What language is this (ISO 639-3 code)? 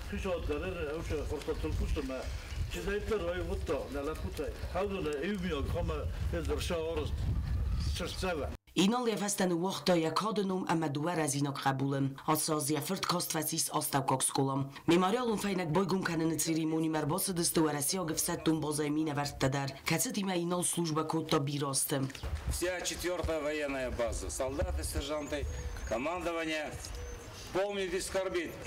oss